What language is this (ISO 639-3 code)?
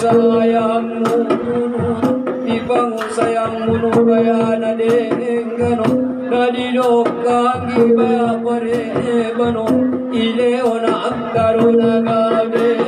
akb